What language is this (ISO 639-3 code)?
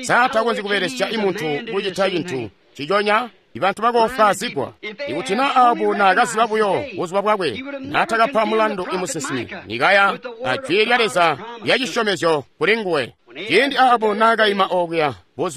toi